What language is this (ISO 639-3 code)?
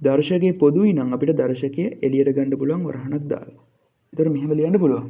sin